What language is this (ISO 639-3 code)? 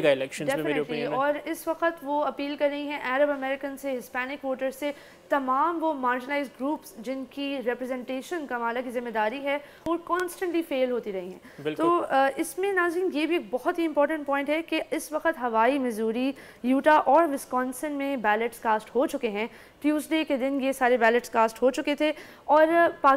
urd